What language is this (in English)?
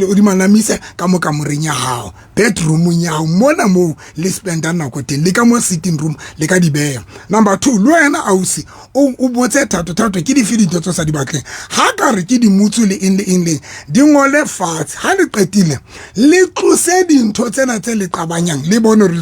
Southern Sotho